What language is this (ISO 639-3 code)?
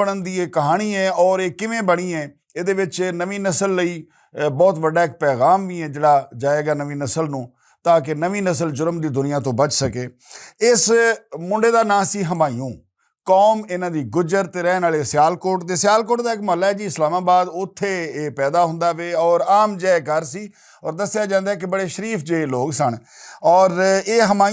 lah